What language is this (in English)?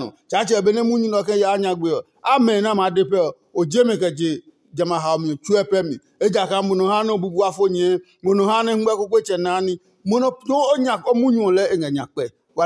Adangme